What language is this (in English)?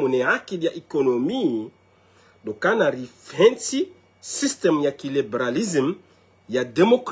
Ngazidja Comorian